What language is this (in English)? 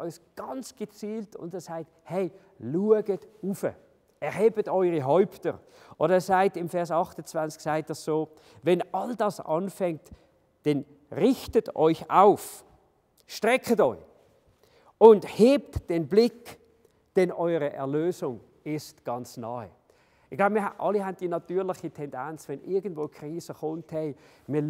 Swiss German